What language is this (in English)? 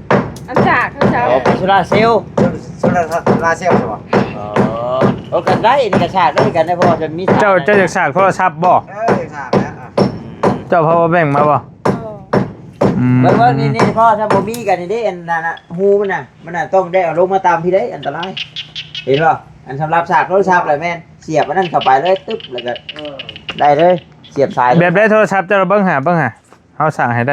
Northeastern Thai